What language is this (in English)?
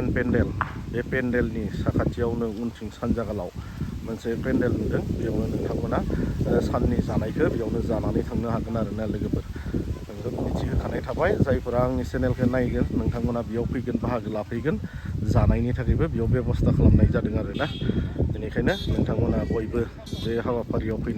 Bodo